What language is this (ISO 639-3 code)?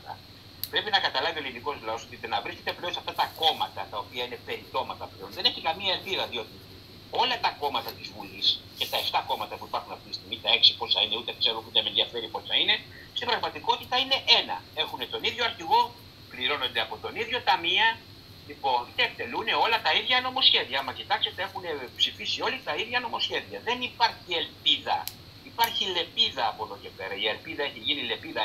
ell